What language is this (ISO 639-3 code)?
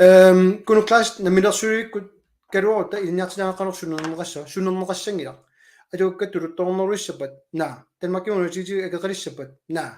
kal